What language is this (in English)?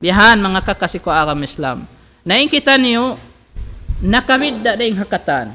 Tausug